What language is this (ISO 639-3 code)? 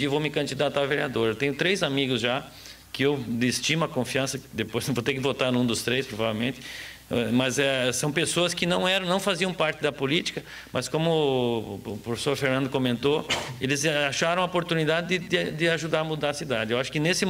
por